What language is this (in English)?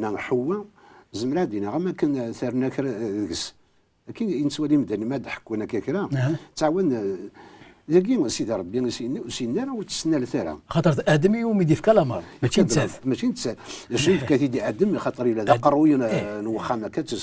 Kabyle